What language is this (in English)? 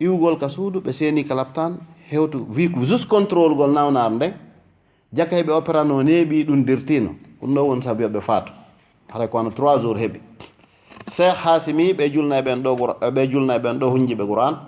Fula